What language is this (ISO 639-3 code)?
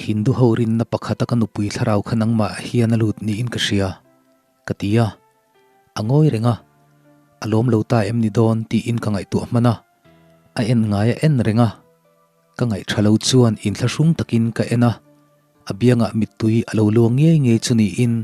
lus